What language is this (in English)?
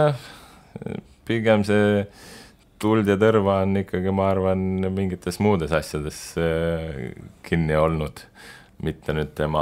Estonian